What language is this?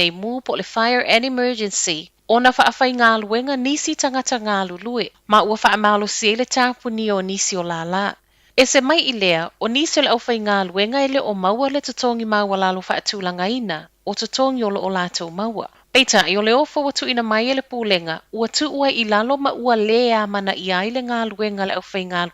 Samoan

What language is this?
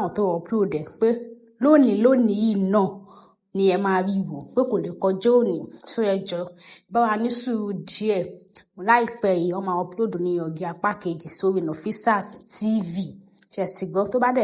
Yoruba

